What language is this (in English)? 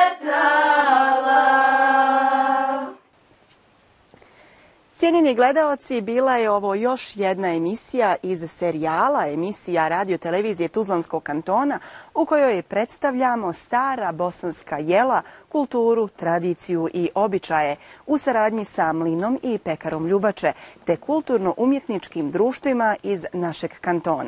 Bosnian